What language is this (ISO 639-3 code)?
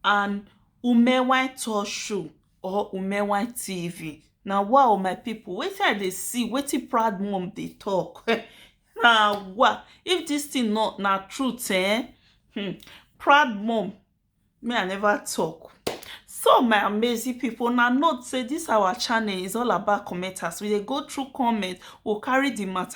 pcm